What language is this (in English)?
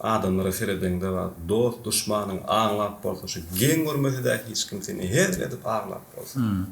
Turkmen